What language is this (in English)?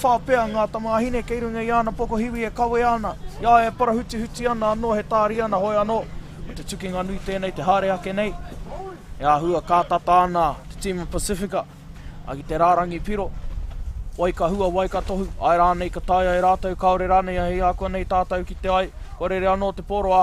Māori